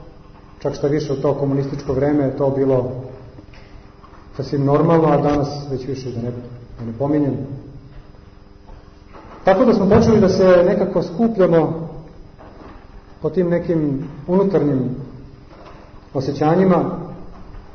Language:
Serbian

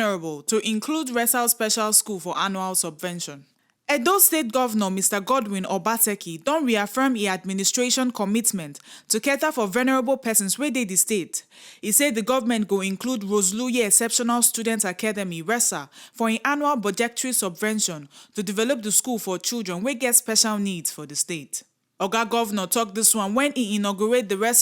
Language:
Nigerian Pidgin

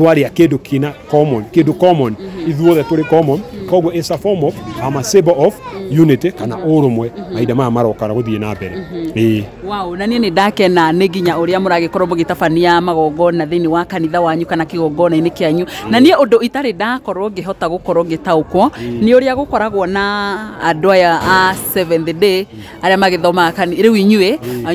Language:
Kikuyu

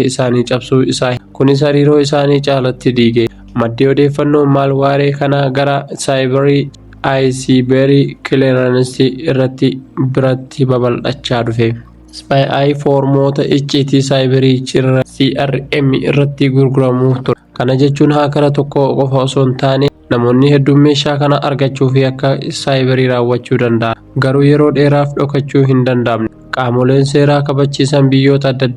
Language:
Oromo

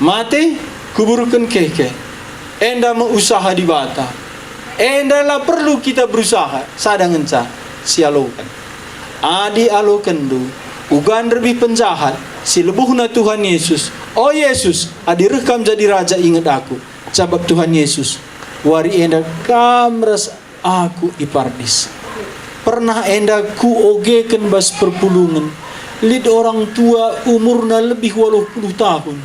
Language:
Batak Karo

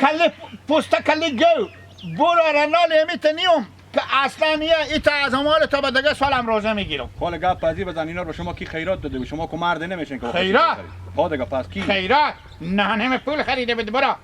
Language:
Hazaragi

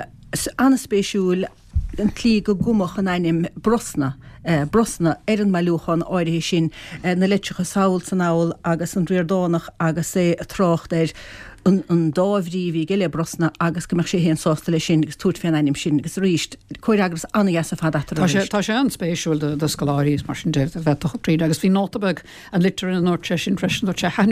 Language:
Irish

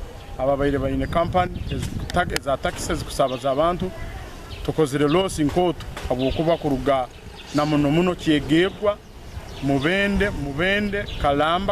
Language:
Nyankole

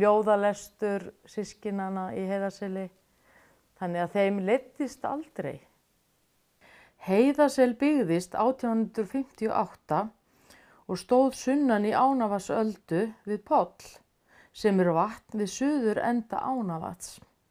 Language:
Icelandic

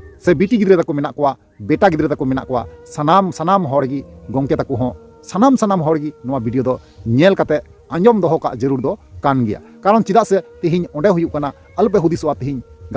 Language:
Santali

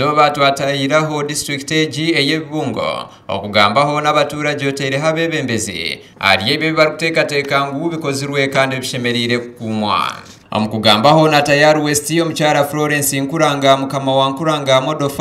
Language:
Nyankole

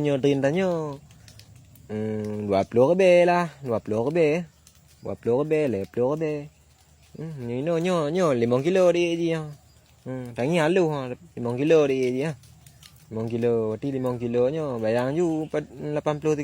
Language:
Achinese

